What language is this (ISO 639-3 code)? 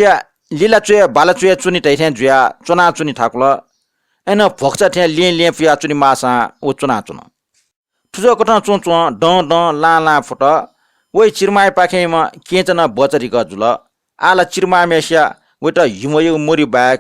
new